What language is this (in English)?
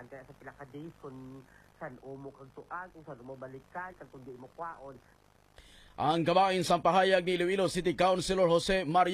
Hiligaynon